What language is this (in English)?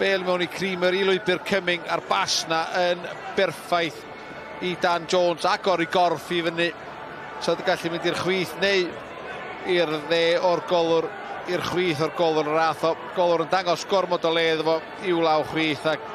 Welsh